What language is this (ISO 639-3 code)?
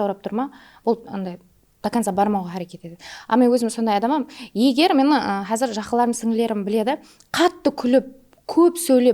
kaa